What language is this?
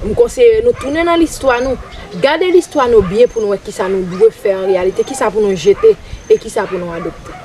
Haitian Creole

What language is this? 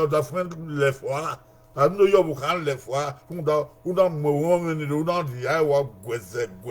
Bini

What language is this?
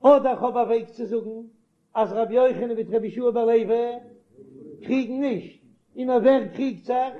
Yiddish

